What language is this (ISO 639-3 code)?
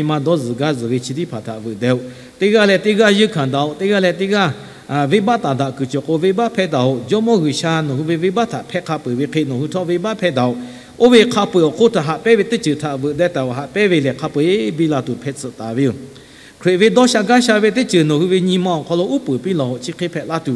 lhu